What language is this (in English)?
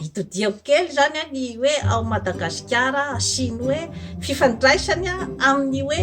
Malagasy